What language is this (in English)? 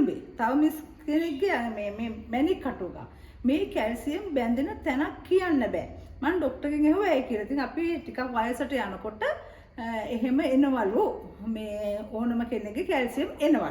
Sinhala